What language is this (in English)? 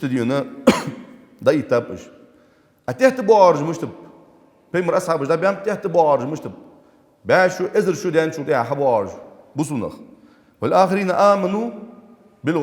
Ingush